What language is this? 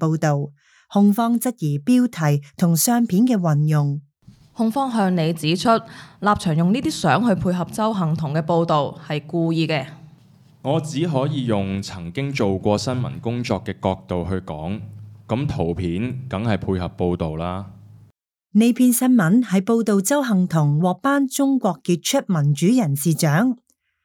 Cantonese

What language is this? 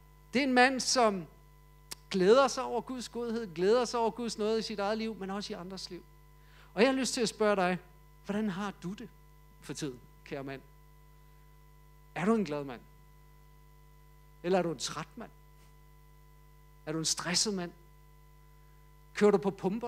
Danish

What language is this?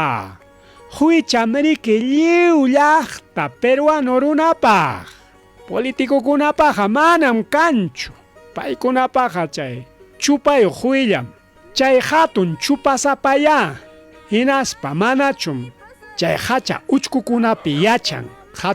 Ayacucho Quechua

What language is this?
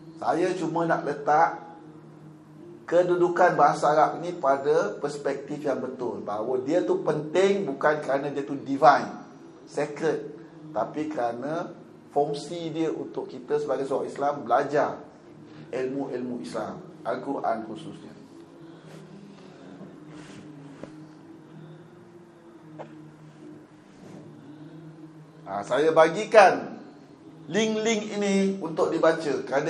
Malay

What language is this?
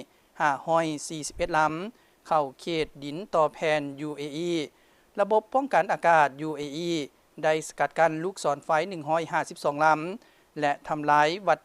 Lao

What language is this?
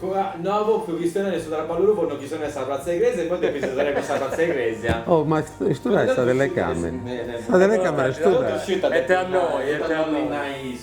Sardinian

